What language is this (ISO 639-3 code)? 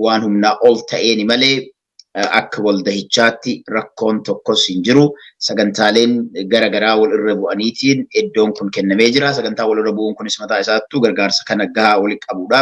orm